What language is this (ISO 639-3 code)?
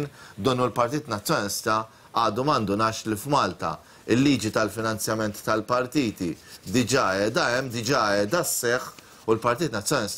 mlt